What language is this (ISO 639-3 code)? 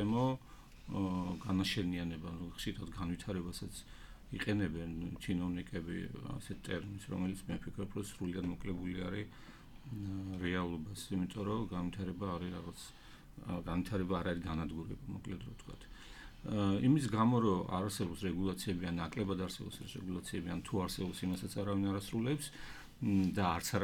kat